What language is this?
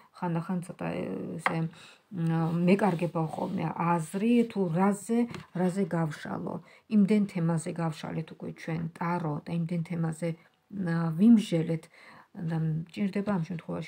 Georgian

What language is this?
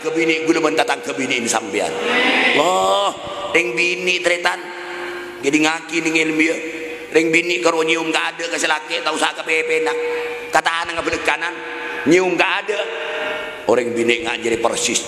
Madurese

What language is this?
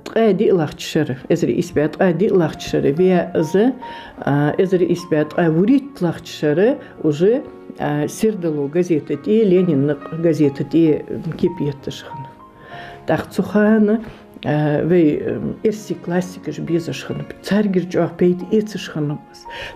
Ingush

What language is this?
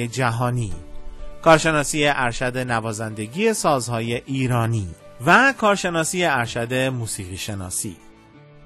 Persian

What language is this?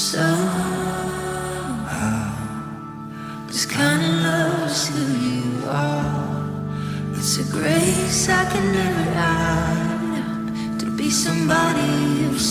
English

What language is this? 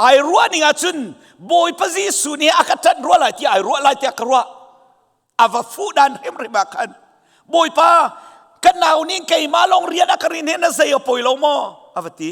Hakha Chin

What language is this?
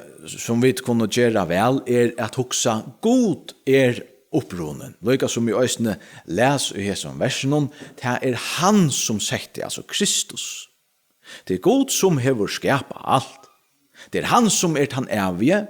Faroese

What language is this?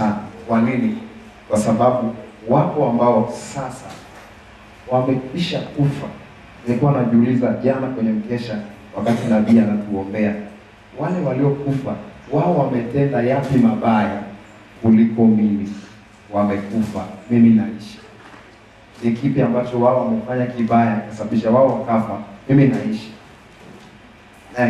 Swahili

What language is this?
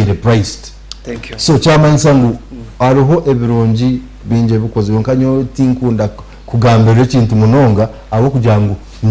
Nyankole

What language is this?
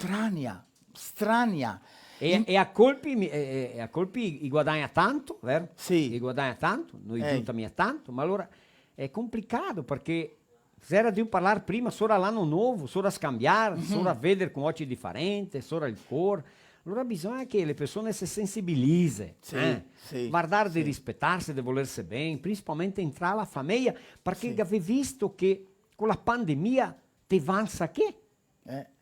Venetian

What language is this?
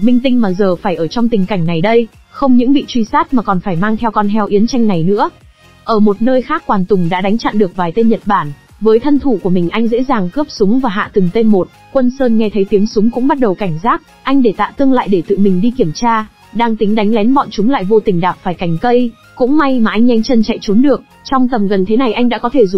Vietnamese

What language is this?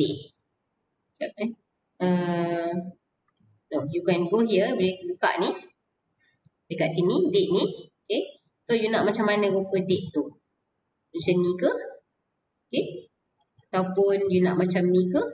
Malay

